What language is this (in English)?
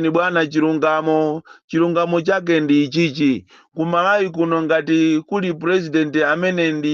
Nyanja